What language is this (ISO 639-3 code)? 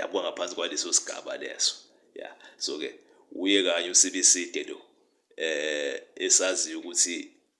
zul